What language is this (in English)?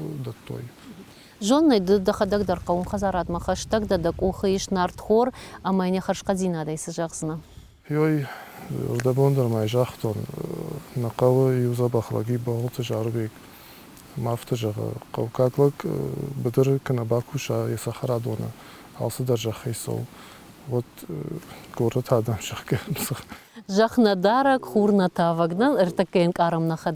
Ossetic